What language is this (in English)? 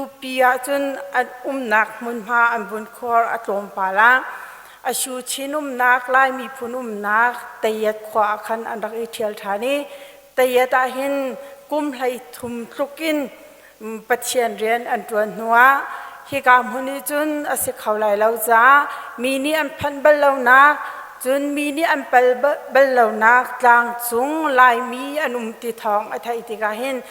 Hakha Chin